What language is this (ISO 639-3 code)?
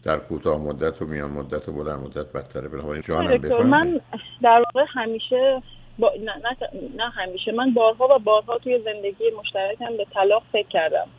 fas